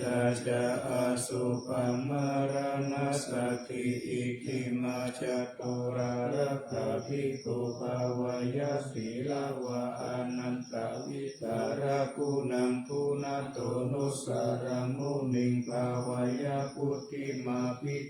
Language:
Pali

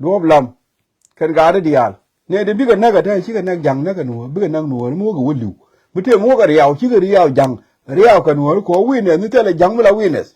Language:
Nuer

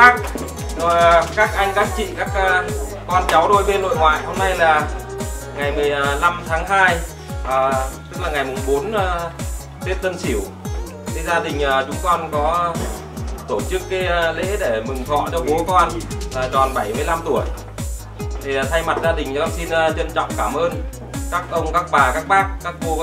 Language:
Vietnamese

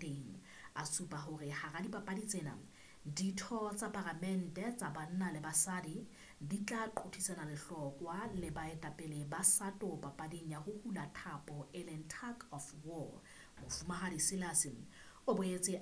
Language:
Southern Sotho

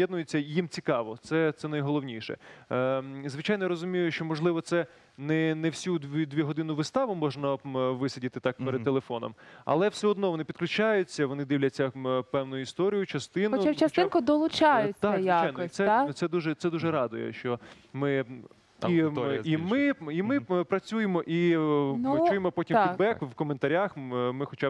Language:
Ukrainian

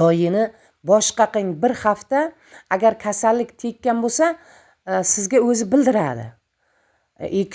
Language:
Uzbek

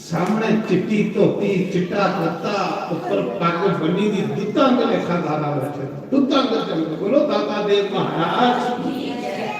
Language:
Dogri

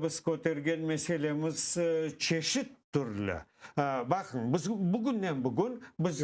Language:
Crimean Tatar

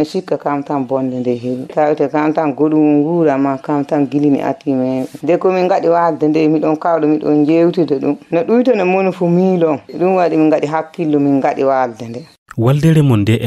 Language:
Fula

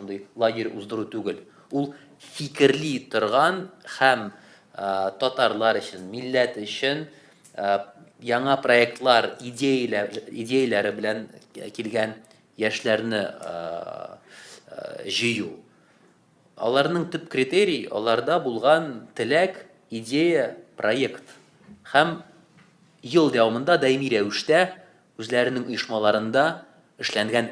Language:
Tatar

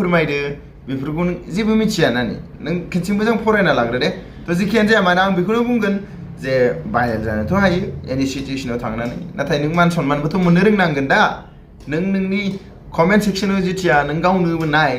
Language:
Bodo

